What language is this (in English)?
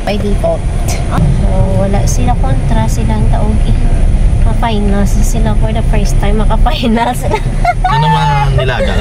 Hiligaynon